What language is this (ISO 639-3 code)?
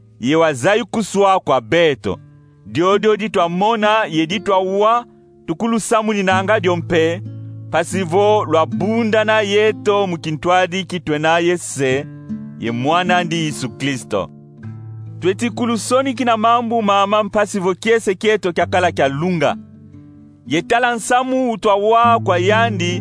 kon